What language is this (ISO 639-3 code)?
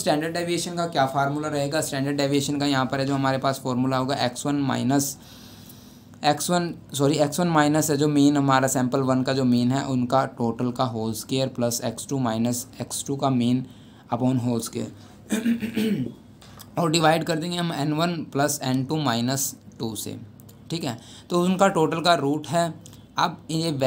hin